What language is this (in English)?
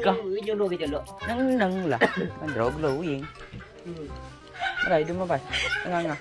Madurese